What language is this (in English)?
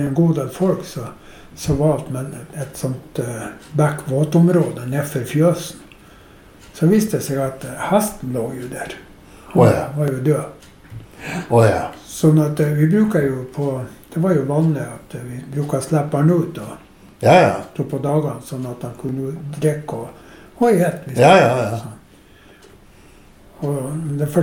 Norwegian